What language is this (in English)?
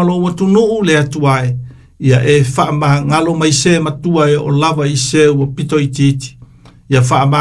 Samoan